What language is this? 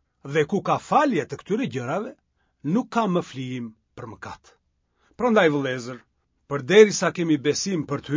Albanian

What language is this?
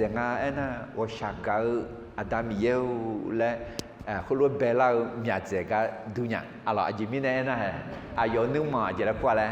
Akha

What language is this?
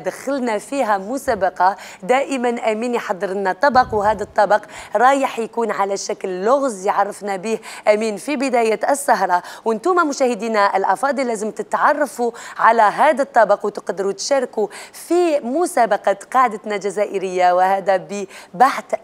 Algerian Arabic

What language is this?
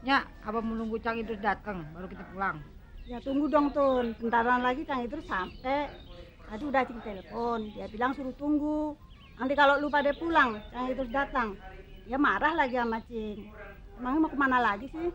Betawi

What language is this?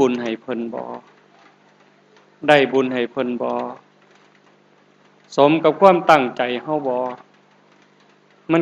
Northeastern Thai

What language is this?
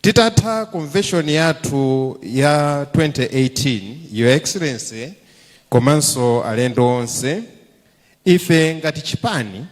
Nyanja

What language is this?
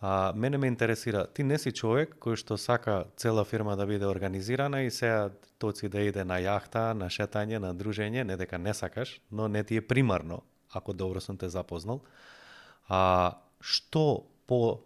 Macedonian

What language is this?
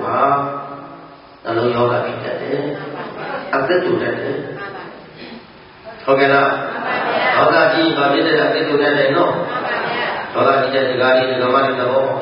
Burmese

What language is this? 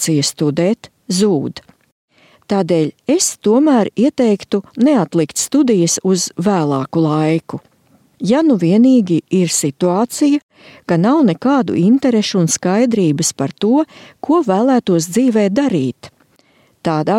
Latvian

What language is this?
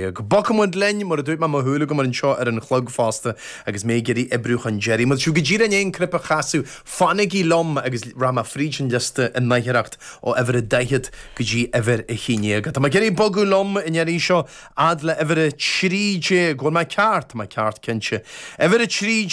Irish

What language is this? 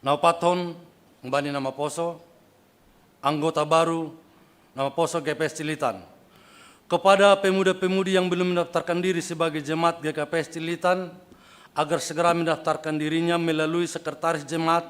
Batak Simalungun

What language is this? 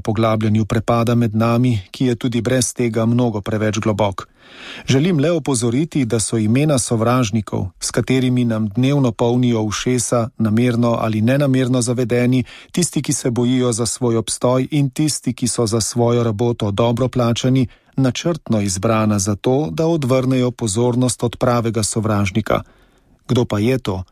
Slovenian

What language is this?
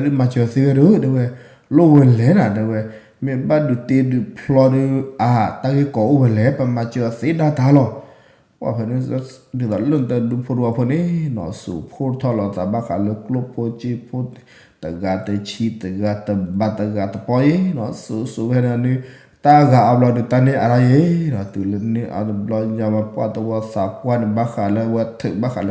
S'gaw Karen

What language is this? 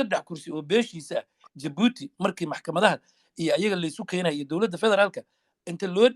Somali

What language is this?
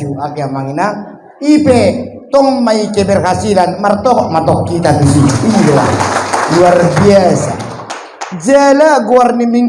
Batak Toba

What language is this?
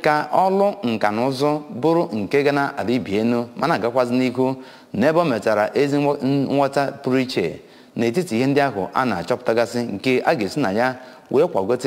Igbo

